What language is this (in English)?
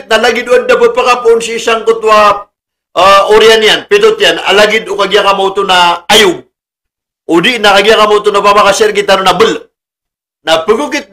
Maranao